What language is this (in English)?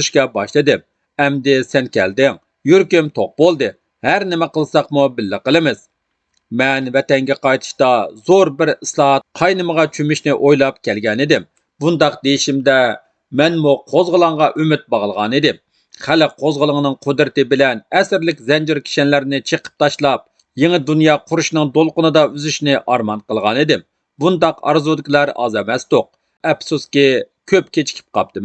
Uyghur